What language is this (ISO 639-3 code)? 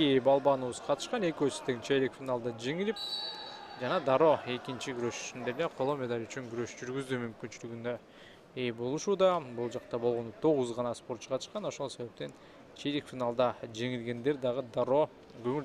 kir